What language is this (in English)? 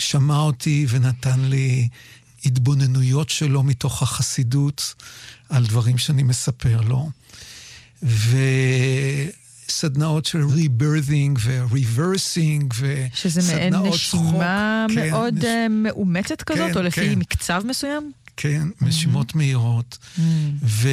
Hebrew